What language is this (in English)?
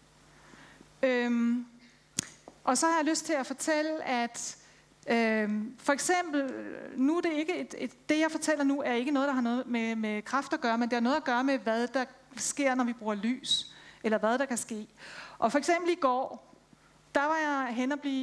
Danish